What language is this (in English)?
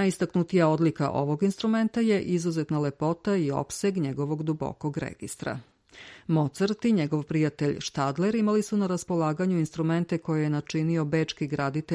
Serbian